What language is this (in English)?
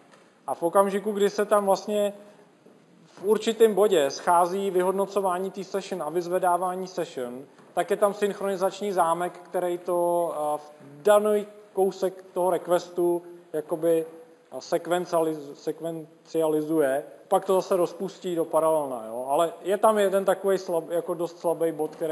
Czech